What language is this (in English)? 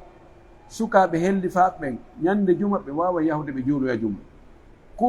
Pular